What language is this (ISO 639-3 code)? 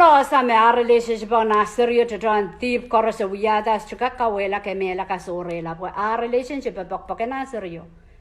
pon